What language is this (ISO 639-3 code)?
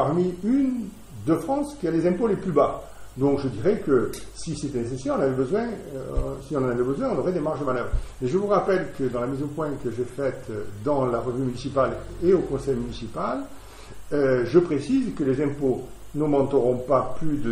fra